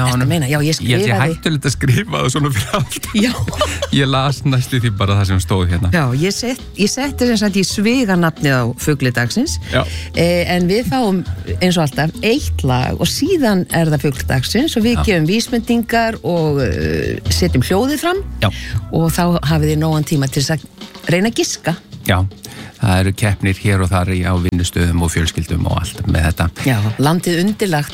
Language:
Icelandic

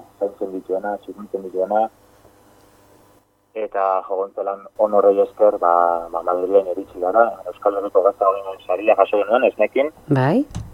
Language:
Basque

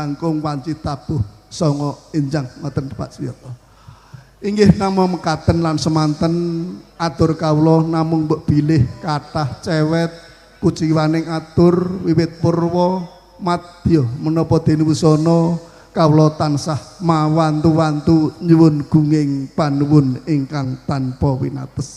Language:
Javanese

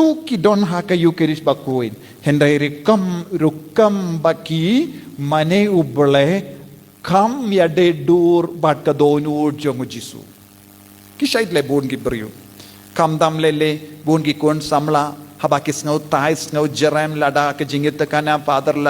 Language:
Khasi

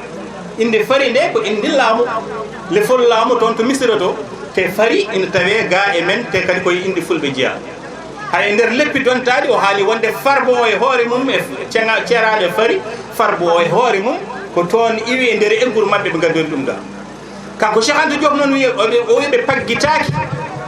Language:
Fula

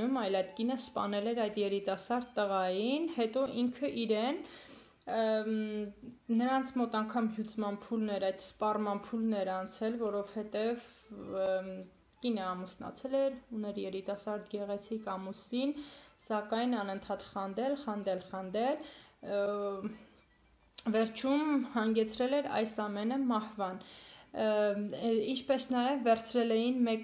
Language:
Armenian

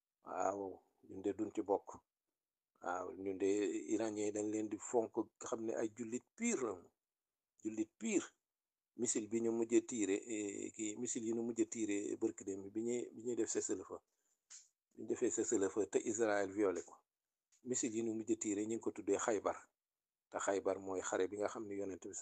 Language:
Wolof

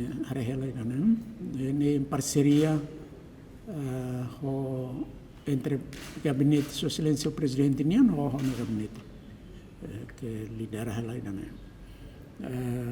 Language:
Tetum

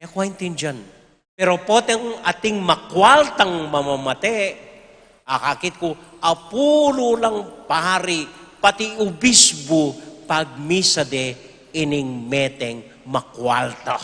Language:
Pampanga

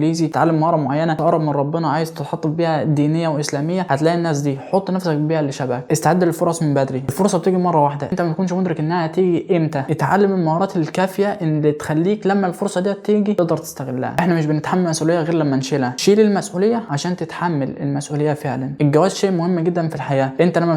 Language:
Egyptian Arabic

